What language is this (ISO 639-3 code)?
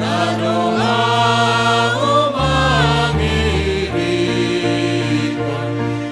bts